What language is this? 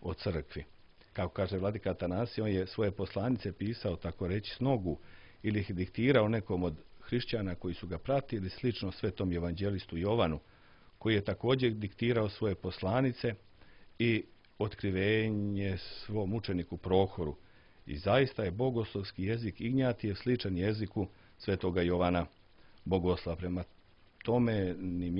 Serbian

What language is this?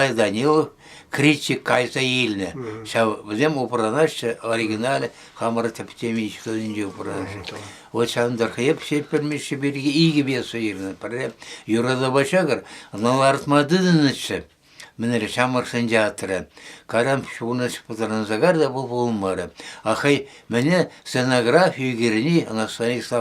Chuvash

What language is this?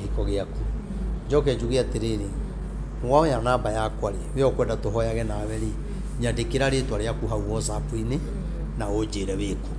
Kikuyu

